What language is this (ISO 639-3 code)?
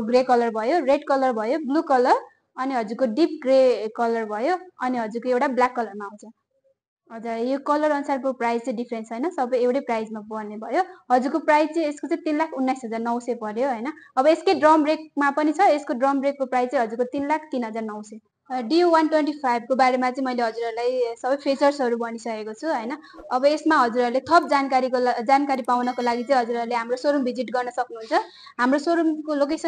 nep